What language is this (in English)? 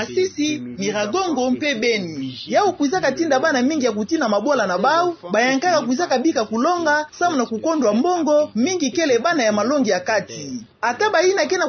Kituba (Democratic Republic of Congo)